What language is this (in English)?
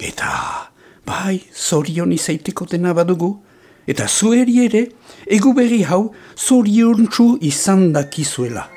Basque